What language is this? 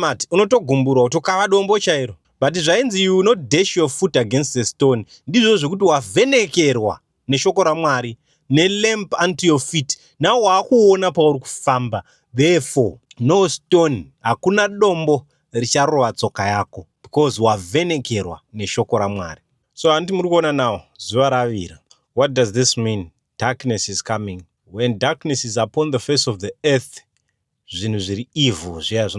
Shona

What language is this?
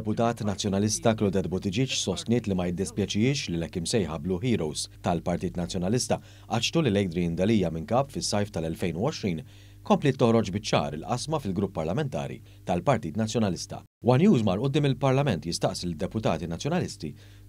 Maltese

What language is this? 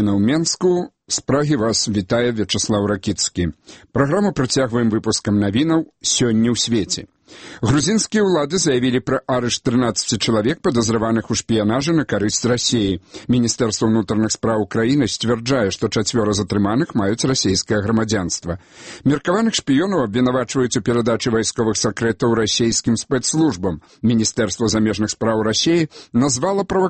Belarusian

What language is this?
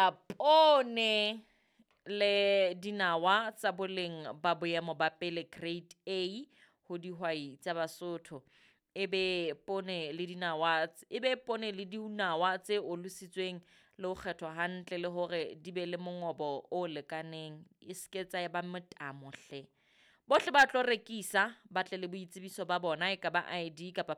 Southern Sotho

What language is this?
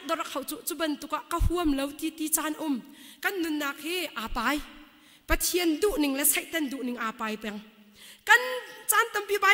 Hakha Chin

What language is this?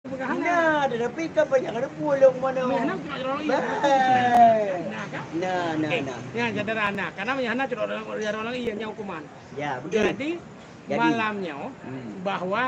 Achinese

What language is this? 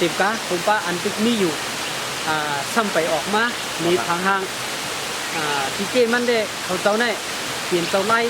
Shan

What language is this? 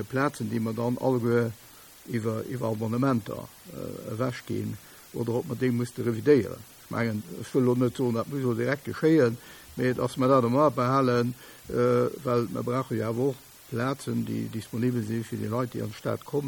Luxembourgish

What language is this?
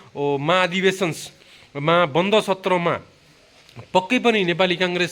Nepali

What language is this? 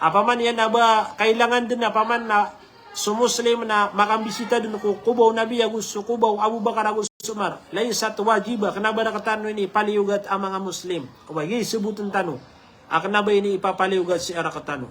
Maranao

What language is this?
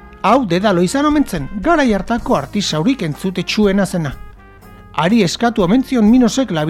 Basque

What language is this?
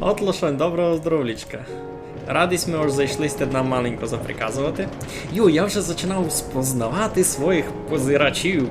Rusyn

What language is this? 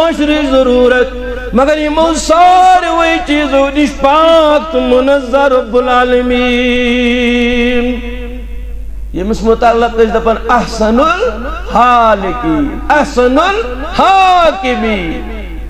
Kashmiri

